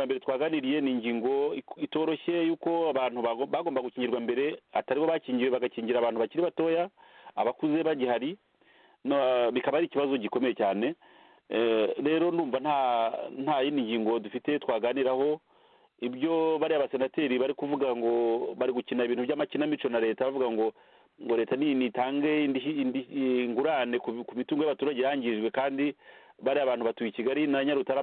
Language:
Kinyarwanda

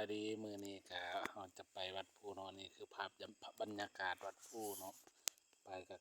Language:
Lao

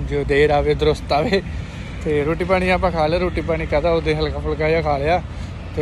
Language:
Punjabi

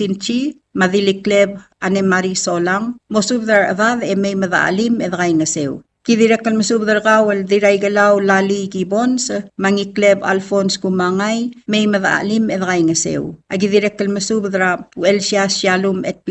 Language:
Palauan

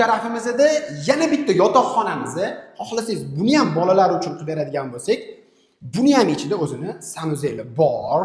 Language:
Uzbek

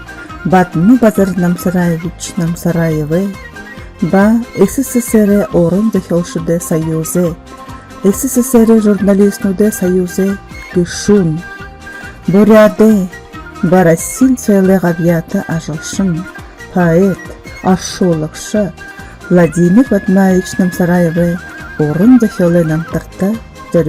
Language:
Buriat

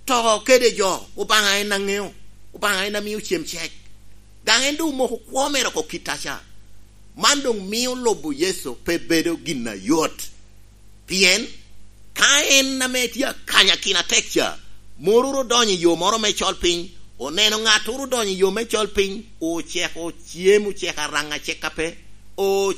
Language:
Lango (Uganda)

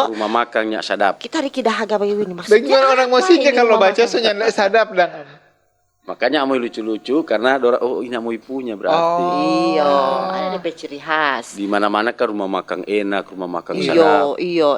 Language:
Manado Malay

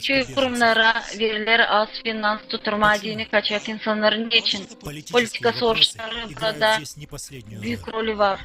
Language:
Gagauz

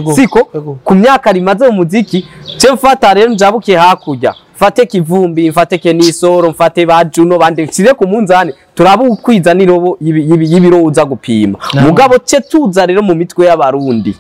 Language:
Rundi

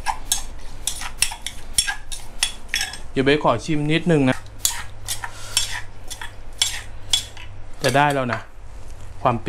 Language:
Thai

